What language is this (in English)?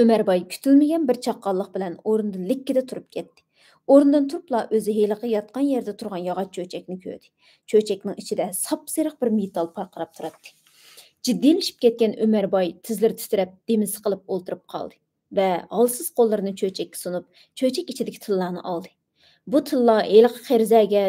Uyghur